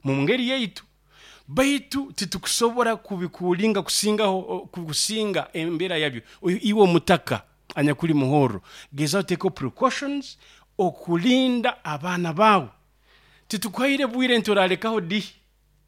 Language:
Nyoro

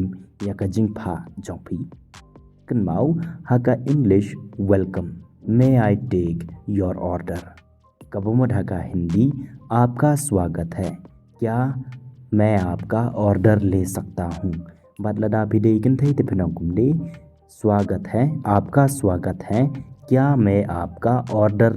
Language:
Khasi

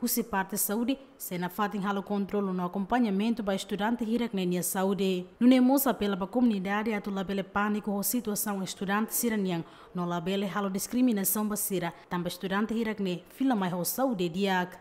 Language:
Tetum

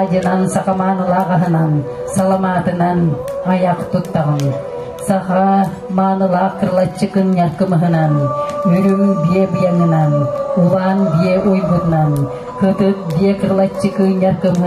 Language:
Yakut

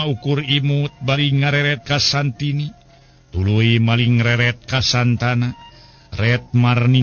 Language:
Sundanese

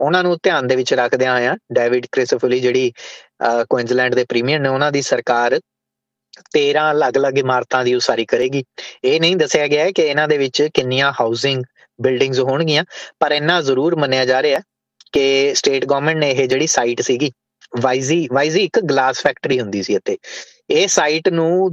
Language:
Punjabi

